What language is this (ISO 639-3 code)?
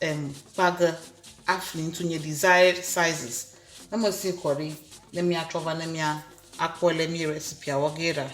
ewe